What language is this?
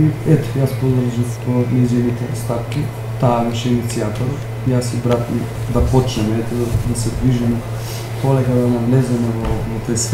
Macedonian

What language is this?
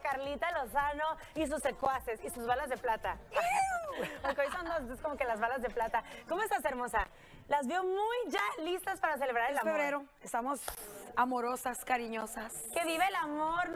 Spanish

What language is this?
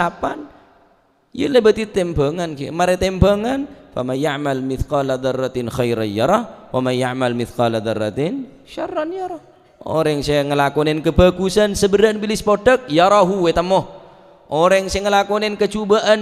Madurese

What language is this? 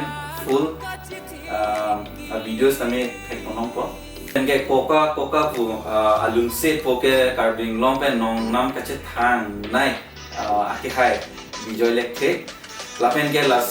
Karbi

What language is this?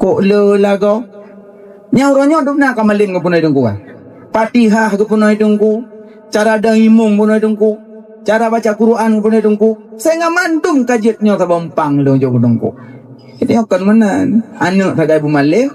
Achinese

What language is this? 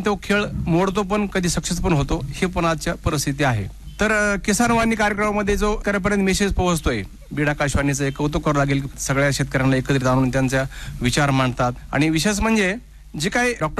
Marathi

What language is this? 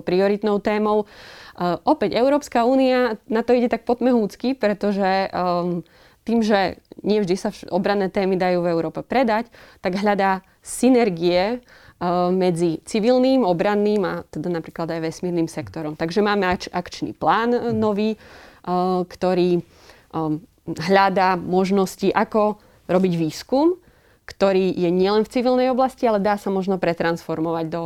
Slovak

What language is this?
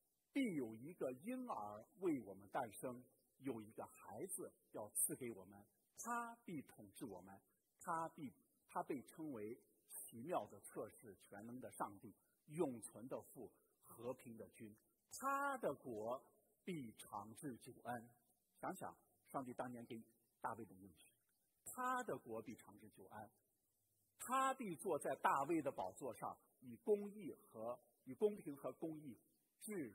Chinese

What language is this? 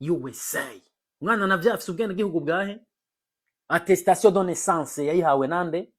Rundi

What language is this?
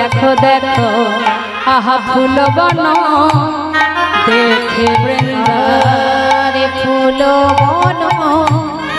Bangla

